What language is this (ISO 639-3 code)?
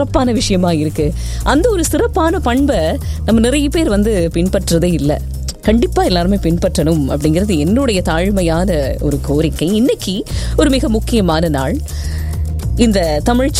tam